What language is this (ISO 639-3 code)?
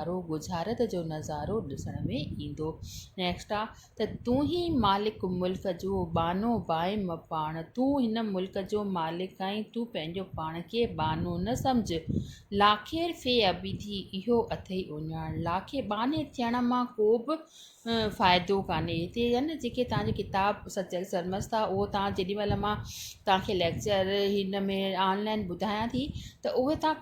snd